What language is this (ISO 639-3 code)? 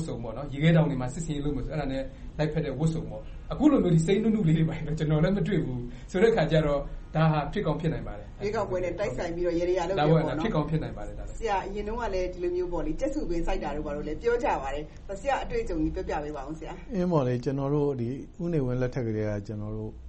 mya